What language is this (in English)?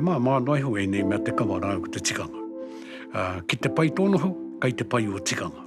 Māori